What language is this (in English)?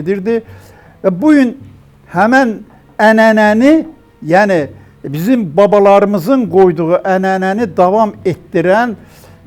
Azerbaijani